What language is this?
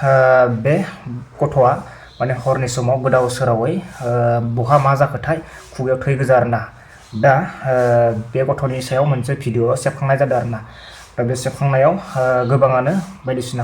Bodo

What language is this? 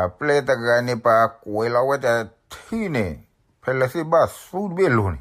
S'gaw Karen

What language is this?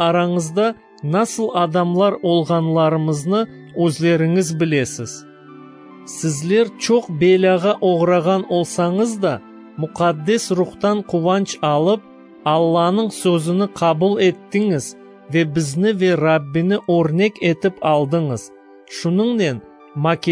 Crimean Tatar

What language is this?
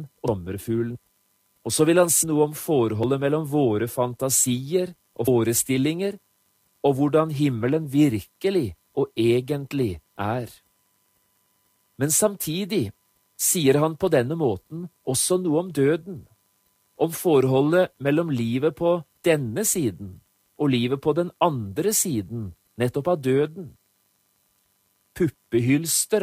Norwegian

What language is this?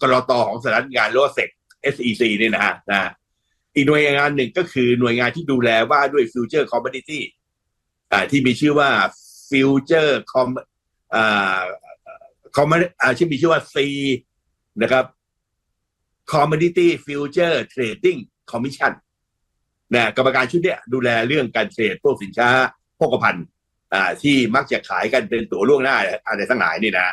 Thai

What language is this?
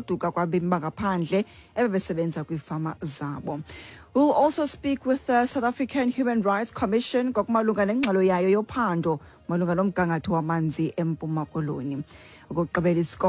Xhosa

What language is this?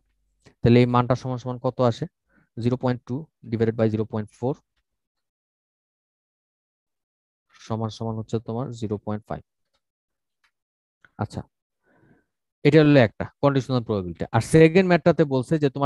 Bangla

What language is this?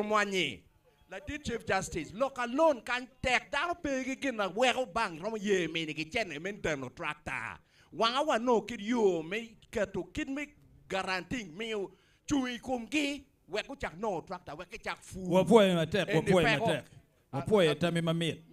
Acoli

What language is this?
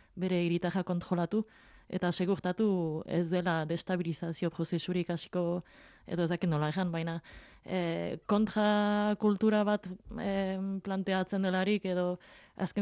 Basque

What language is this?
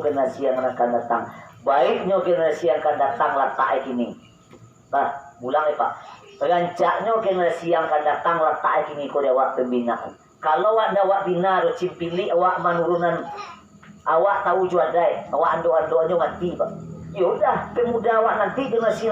Minangkabau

